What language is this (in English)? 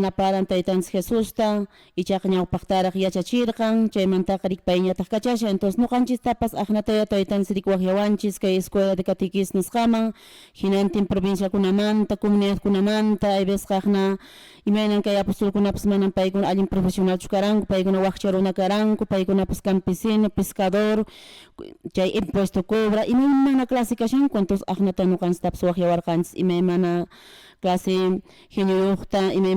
Quechua